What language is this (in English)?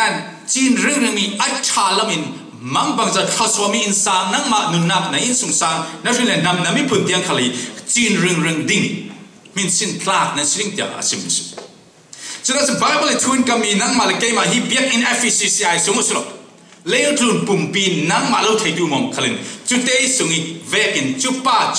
Falam Chin